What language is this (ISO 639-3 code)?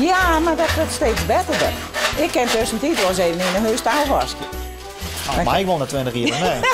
fry